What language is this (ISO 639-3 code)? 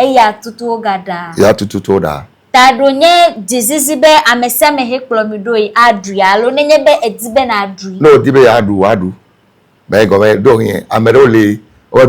ewe